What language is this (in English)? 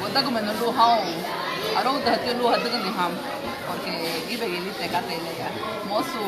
Garifuna